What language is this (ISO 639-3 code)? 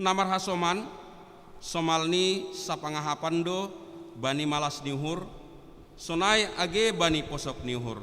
bts